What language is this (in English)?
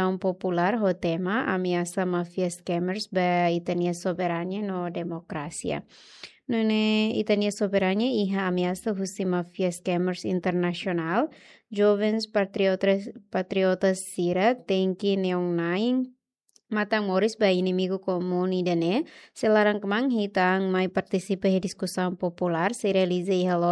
Tetum